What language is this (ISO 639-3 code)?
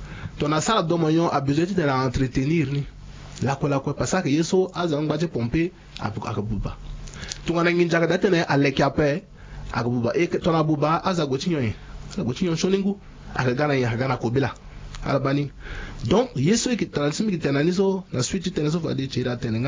sag